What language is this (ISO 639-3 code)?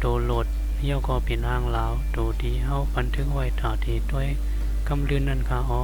shn